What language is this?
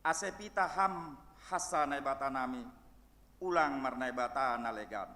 Batak Simalungun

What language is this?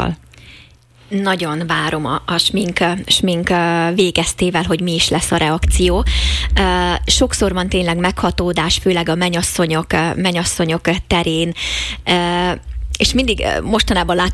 Hungarian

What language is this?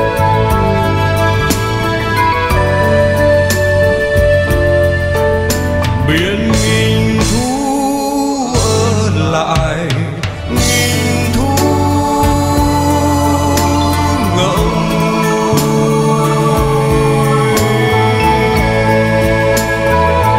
Vietnamese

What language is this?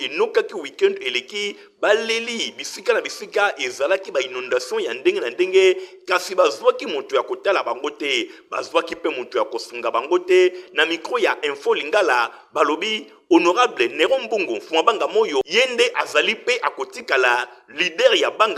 Lingala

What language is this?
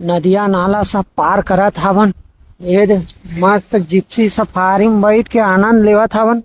Chhattisgarhi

